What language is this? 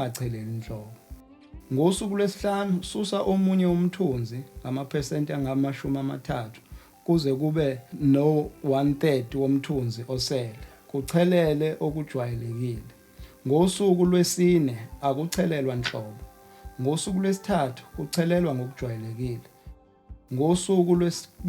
Zulu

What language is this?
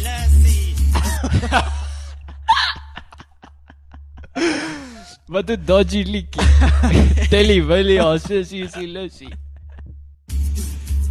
Afrikaans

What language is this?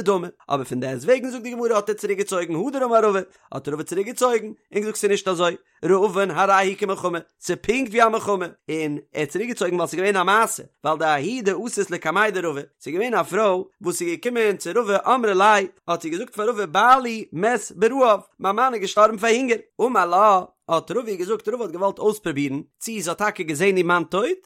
Yiddish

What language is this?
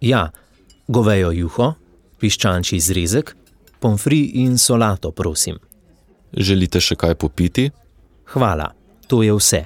Slovenian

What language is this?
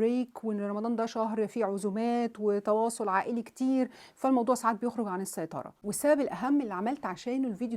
Egyptian Arabic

